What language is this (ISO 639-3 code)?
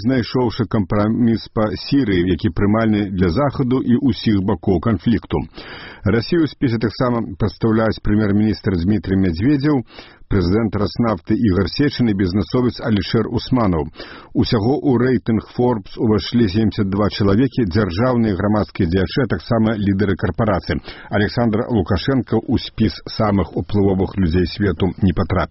bel